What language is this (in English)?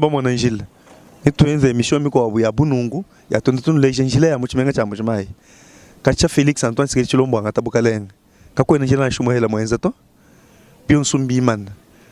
Luba-Lulua